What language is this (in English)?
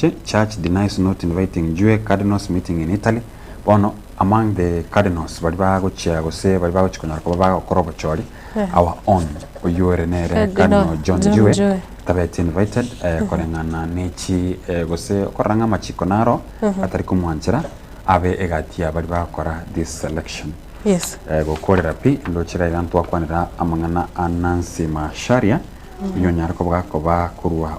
Gusii